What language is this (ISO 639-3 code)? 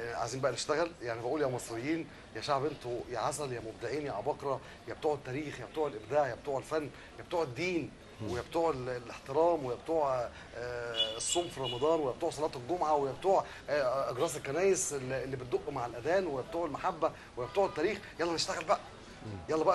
arz